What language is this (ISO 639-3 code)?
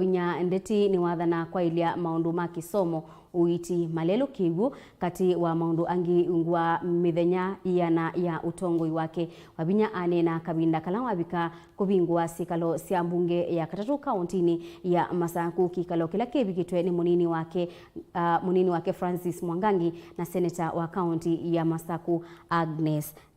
kam